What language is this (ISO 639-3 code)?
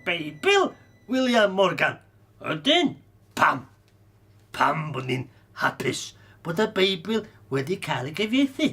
cym